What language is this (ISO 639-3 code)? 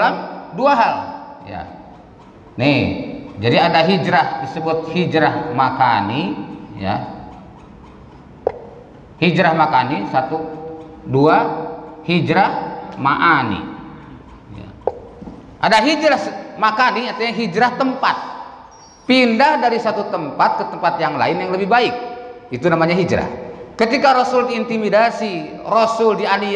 ind